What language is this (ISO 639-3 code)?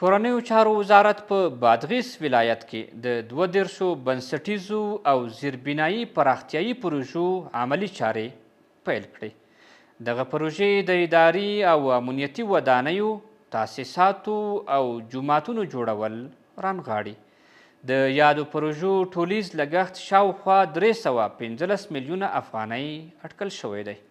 pus